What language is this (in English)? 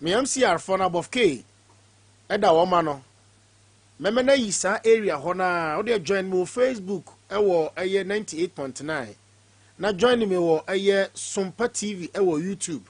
Akan